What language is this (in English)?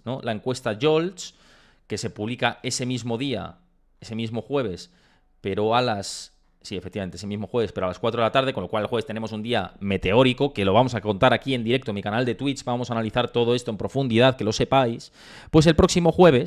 Spanish